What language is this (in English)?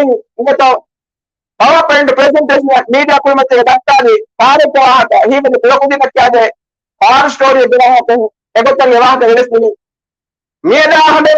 Divehi